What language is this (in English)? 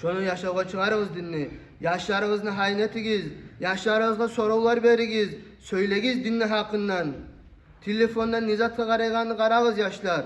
Kumyk